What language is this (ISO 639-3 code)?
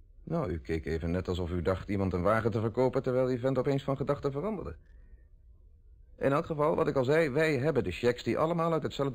nld